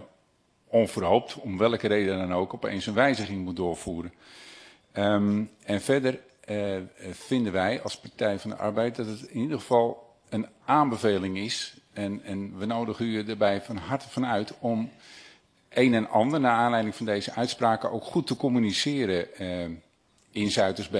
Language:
Dutch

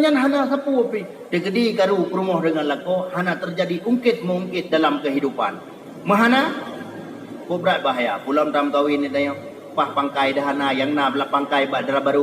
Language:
Achinese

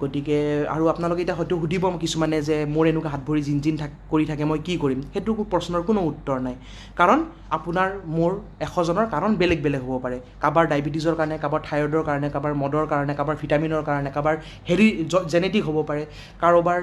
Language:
Assamese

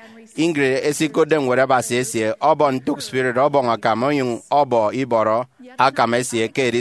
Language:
Efik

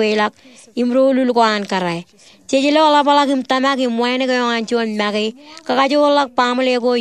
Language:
Marshallese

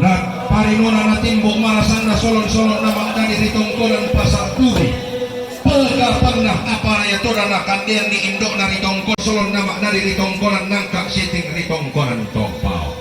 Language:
Toraja-Sa'dan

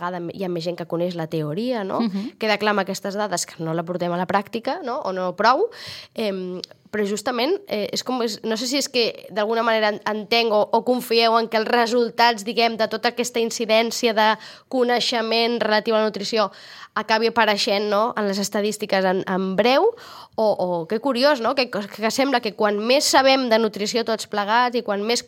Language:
Catalan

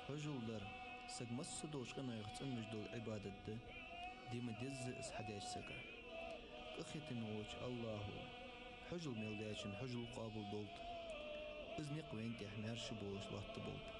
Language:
Ingush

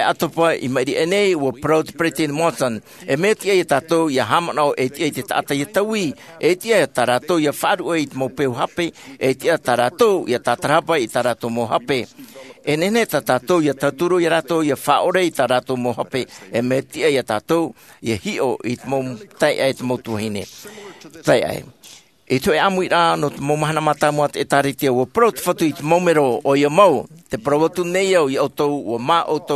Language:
Tahitian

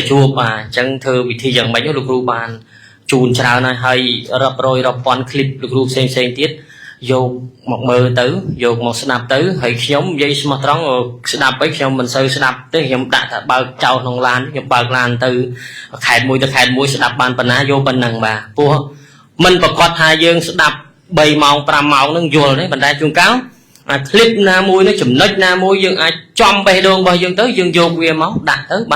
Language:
Khmer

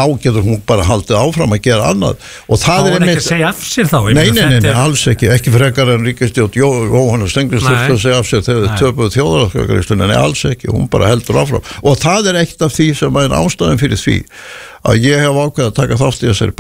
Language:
Icelandic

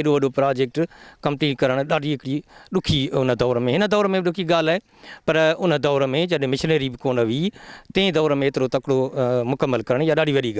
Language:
Sindhi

